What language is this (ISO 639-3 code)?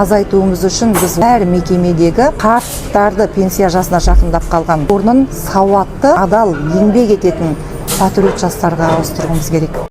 kaz